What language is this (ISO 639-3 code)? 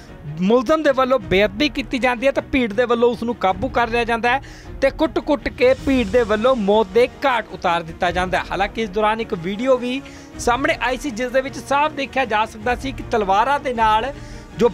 pan